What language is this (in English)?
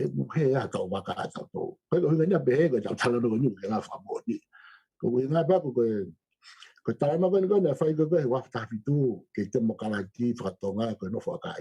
Tongan